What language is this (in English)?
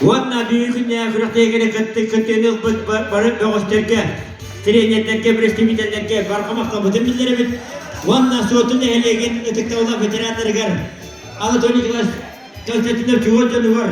Yakut